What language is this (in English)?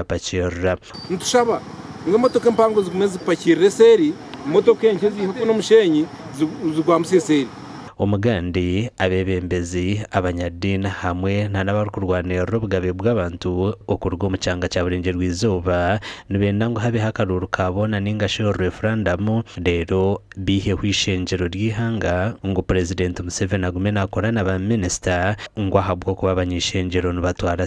Nyankole